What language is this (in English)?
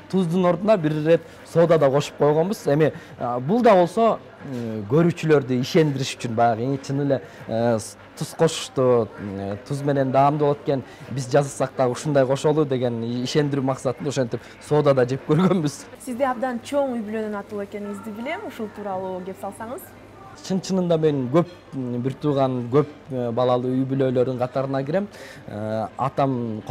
Kyrgyz